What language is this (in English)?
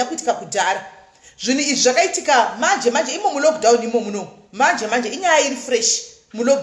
Shona